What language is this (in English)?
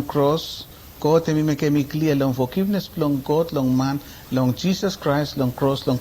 Bislama